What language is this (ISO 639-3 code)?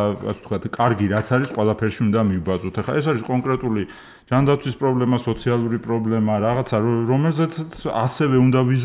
kat